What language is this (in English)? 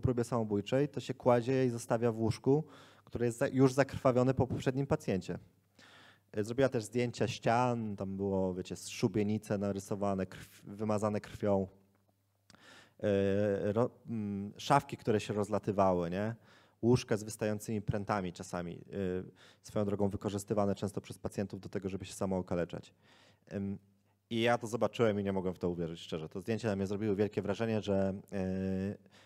Polish